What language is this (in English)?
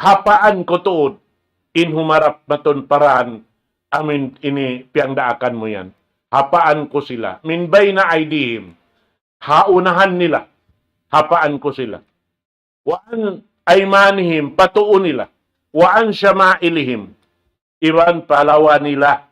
Tausug